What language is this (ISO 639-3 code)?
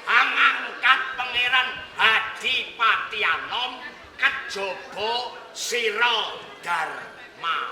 jav